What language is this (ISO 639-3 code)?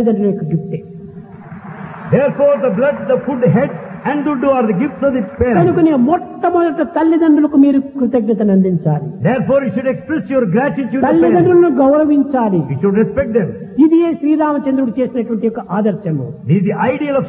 tel